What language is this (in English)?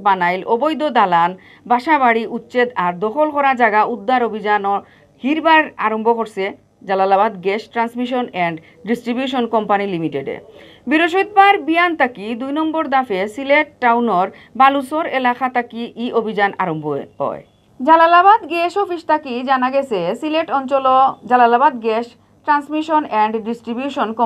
Sylheti